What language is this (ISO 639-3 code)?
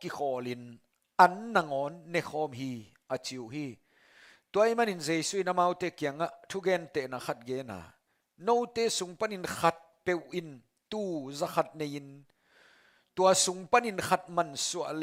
ctd